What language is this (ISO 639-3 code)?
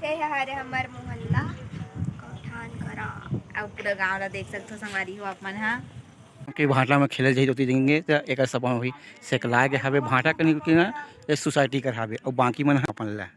hne